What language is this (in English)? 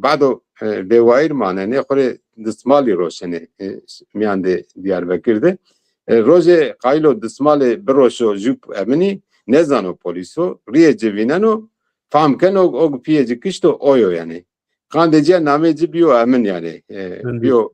Zaza